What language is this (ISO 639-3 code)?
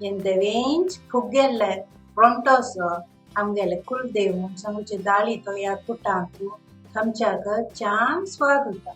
kok